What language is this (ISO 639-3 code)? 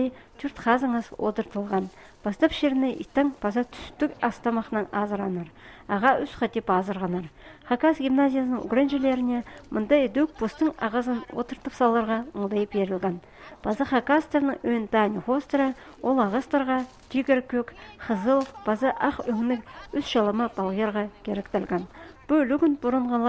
kjh